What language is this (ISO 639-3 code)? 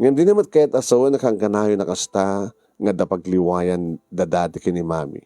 ilo